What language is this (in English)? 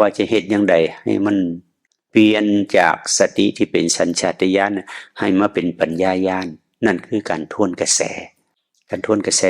Northeastern Thai